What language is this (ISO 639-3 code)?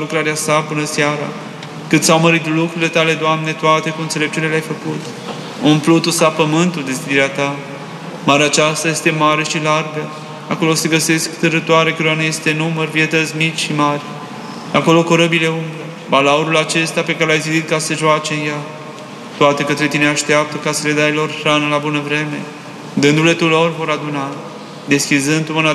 ron